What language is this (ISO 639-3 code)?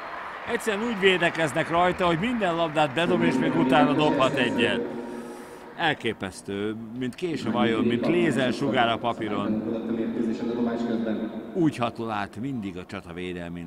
hun